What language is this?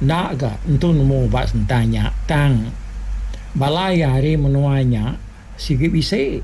Iban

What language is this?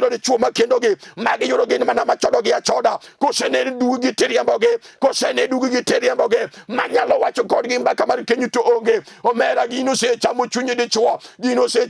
Luo (Kenya and Tanzania)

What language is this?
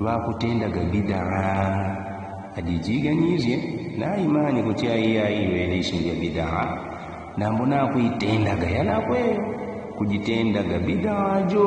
Yao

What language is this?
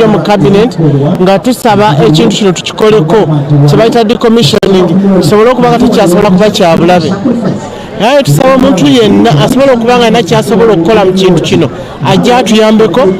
Soga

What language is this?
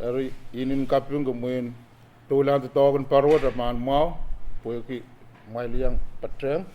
Pohnpeian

